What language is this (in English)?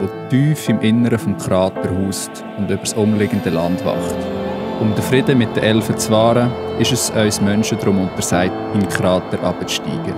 Swiss German